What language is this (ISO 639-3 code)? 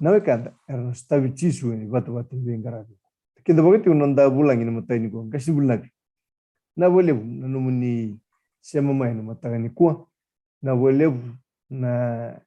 fij